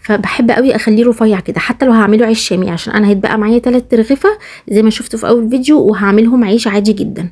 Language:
Egyptian Arabic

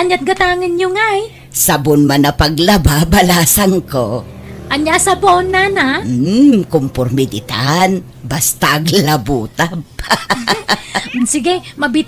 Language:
Iloko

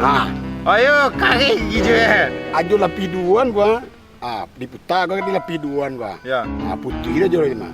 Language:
Minangkabau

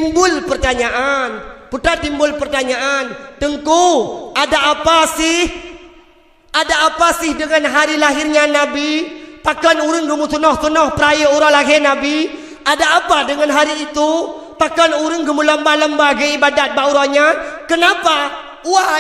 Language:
Achinese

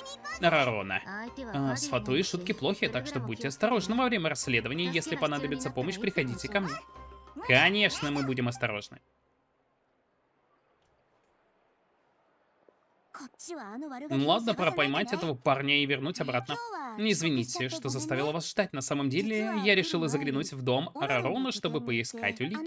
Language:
Russian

